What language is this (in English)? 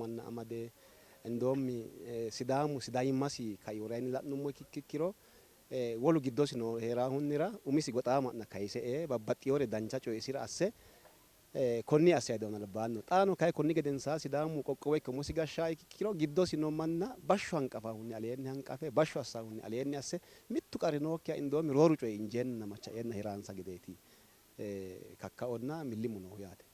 Sidamo